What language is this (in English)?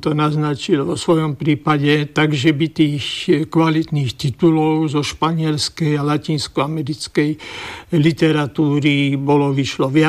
Slovak